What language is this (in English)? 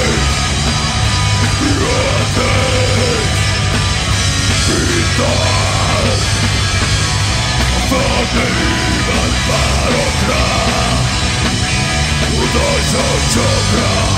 Hungarian